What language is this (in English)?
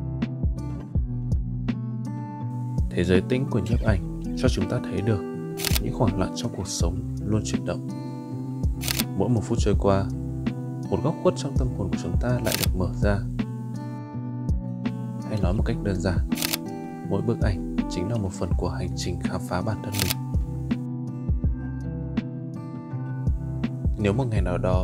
Vietnamese